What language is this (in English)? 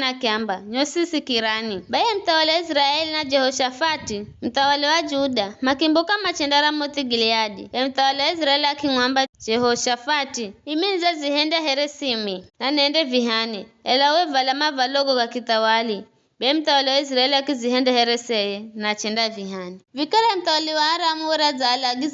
Giryama